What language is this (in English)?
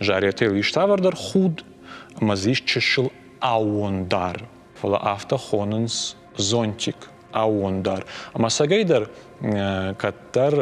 Ossetic